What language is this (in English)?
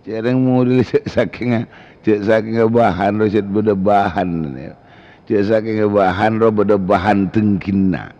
Madurese